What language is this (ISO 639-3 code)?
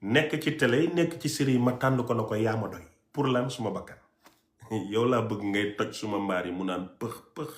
wol